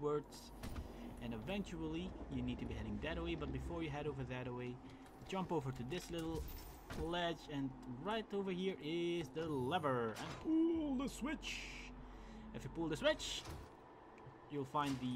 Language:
English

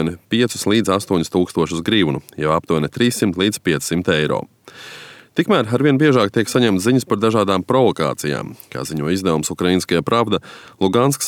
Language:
Latvian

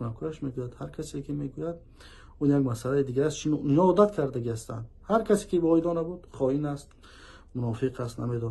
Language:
Tajik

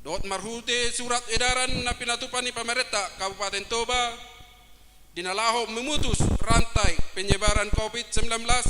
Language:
Batak Toba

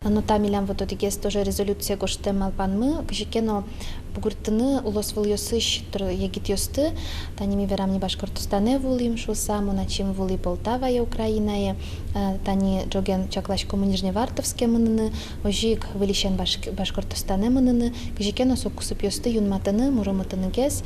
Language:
Udmurt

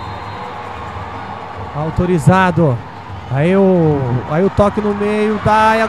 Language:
Portuguese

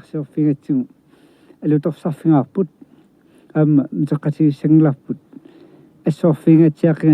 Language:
Kalaallisut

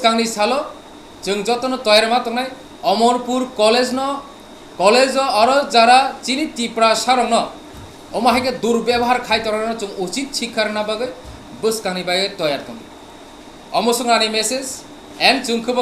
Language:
Kok Borok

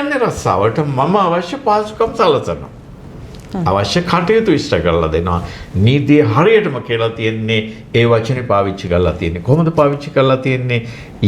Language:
Sinhala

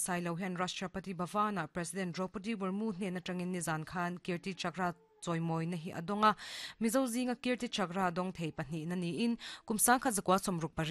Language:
Mizo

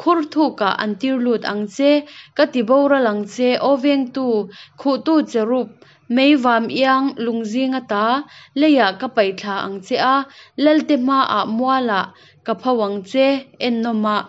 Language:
Hakha Chin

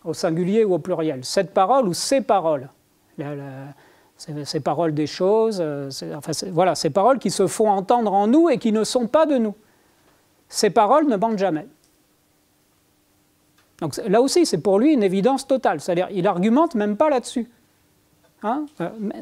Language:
French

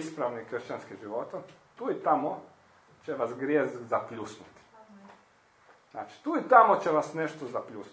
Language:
Croatian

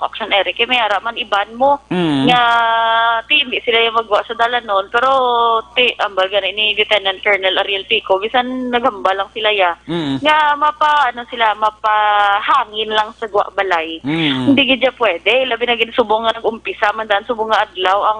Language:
Hiligaynon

